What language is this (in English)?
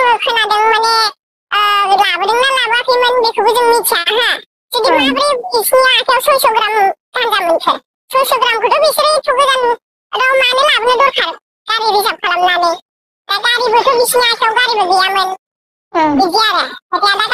Bodo